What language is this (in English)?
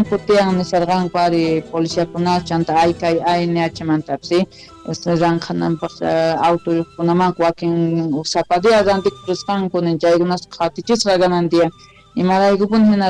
South Bolivian Quechua